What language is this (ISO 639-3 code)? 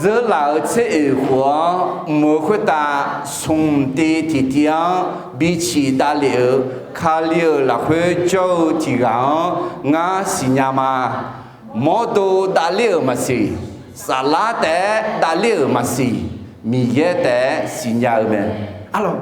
ahk